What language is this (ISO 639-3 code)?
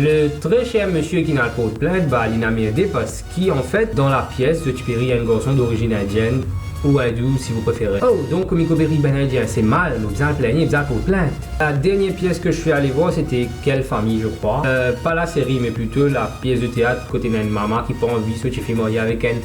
mfe